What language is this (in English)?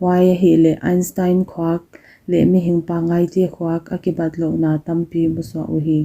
Paite Chin